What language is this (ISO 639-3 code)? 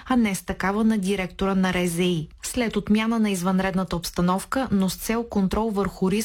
bul